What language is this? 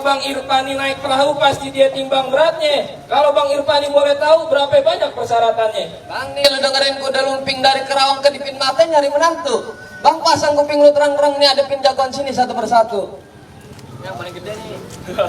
Betawi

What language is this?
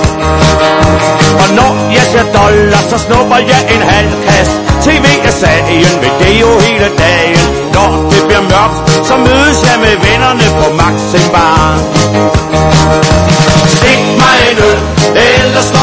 Danish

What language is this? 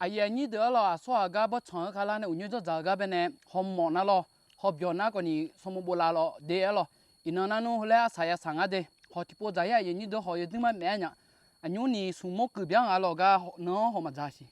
Akha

